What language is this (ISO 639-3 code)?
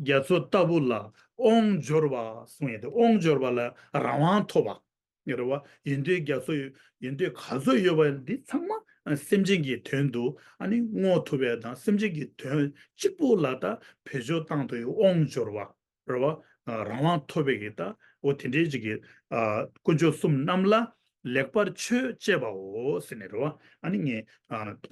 bod